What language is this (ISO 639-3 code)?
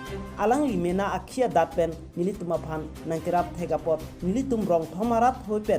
mjw